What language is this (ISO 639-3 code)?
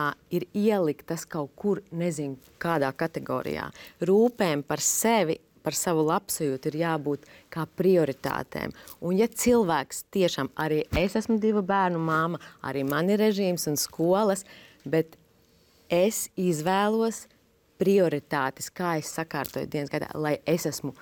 lav